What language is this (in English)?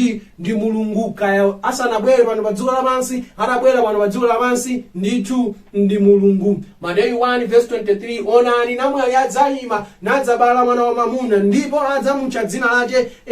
Nyanja